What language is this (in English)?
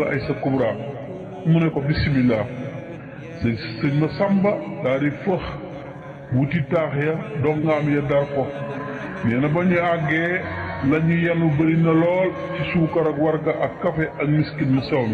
Wolof